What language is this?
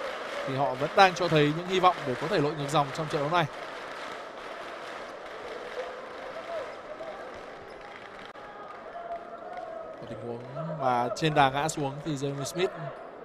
Vietnamese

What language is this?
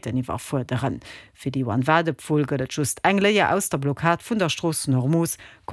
Luxembourgish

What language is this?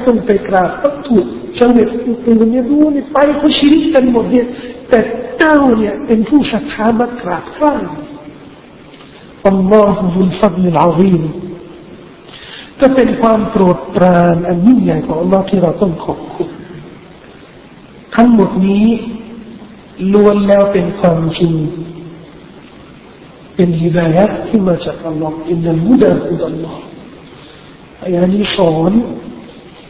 Thai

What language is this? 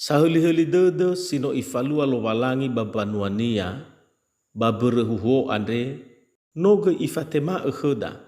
Nias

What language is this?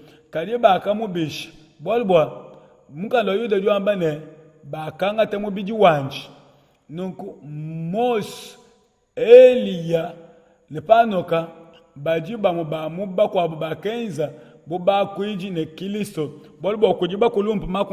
Luba-Lulua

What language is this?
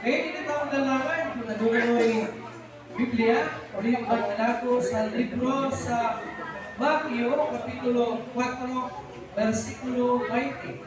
Cebuano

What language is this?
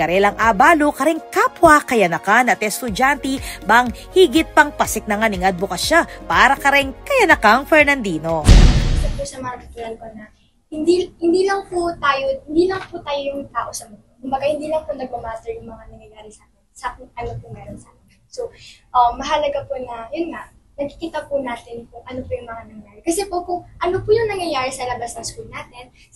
Pampanga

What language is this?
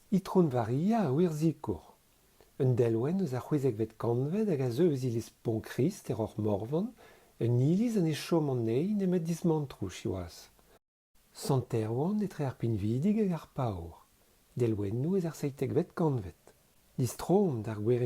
Breton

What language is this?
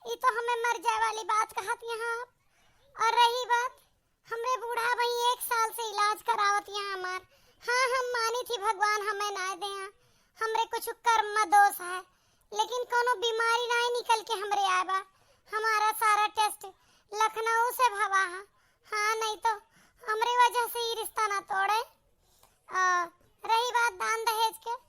Awadhi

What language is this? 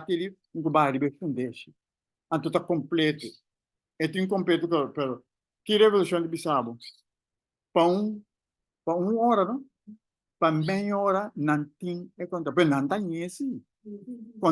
Papiamento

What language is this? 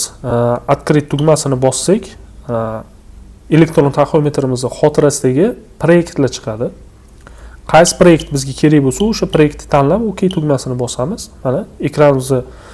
Uzbek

